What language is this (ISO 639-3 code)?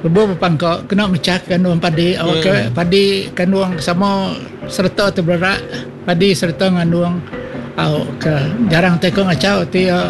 iba